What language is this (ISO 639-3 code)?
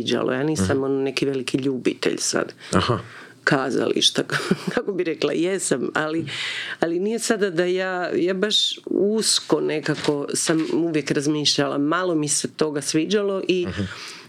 hrv